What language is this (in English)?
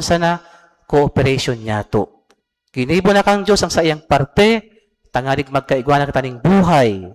Bikol